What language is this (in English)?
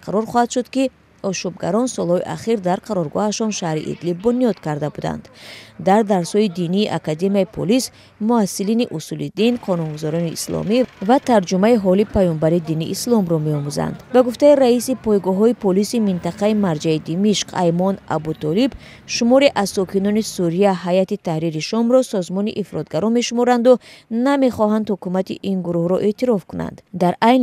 Tajik